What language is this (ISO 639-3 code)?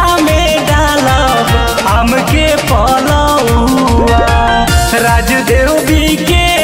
bho